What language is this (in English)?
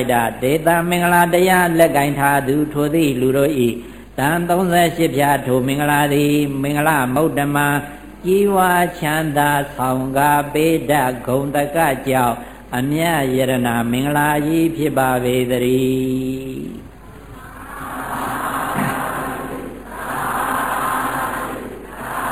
Burmese